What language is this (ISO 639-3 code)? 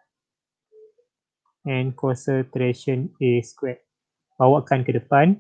msa